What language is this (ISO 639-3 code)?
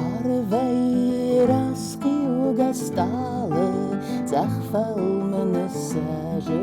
oss